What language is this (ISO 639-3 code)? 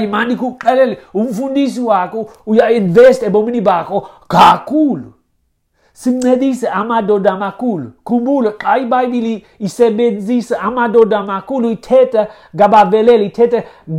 xho